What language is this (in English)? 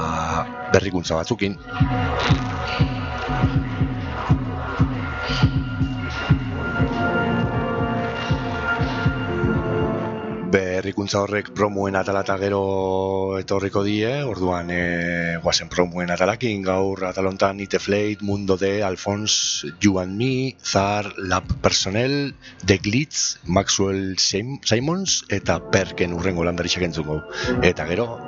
Basque